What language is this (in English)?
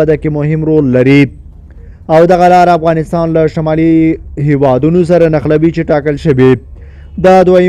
Pashto